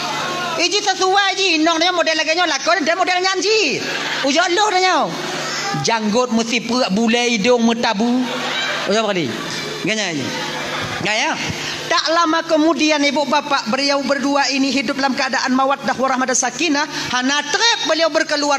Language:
Achinese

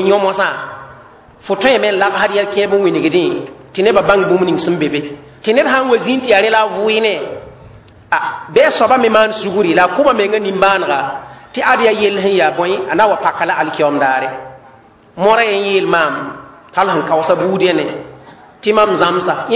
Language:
Mossi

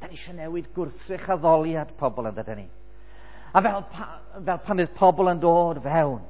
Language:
Welsh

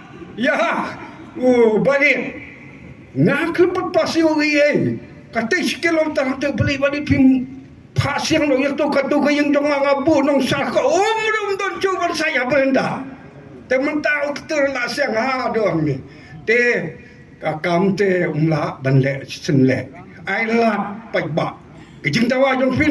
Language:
Khasi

